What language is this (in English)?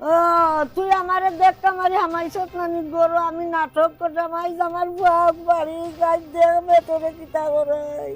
Sylheti